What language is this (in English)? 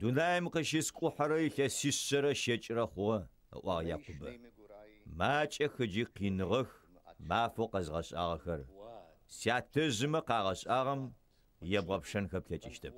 Adyghe